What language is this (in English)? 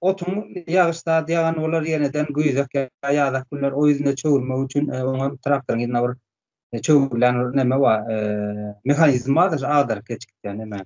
Turkmen